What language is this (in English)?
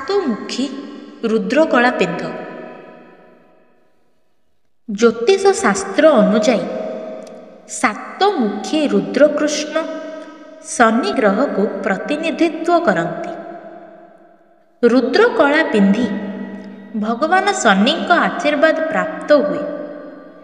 Odia